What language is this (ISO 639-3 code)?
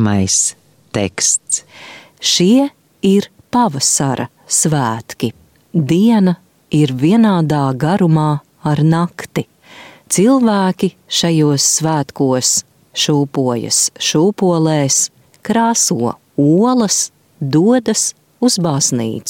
lav